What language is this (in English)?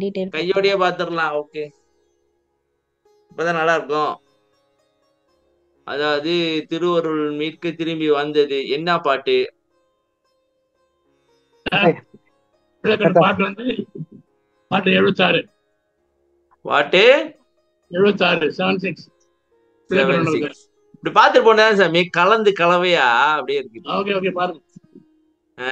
Tamil